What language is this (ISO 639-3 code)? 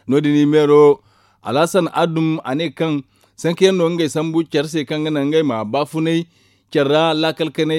dje